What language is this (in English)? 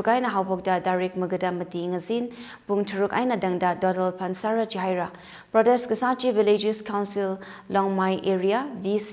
Tangkhul Naga (India)